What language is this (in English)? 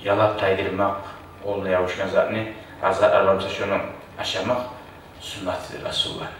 Kumyk